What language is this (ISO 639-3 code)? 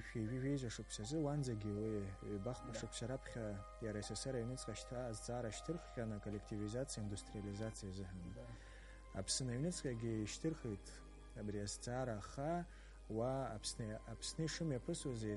abk